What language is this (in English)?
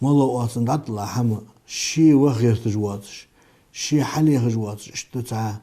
Ingush